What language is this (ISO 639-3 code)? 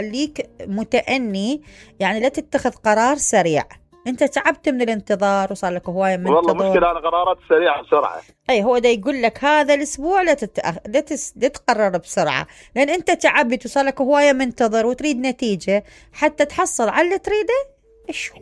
acm